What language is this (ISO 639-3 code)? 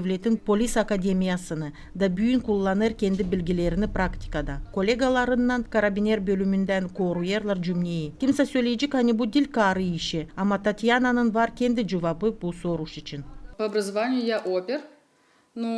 gag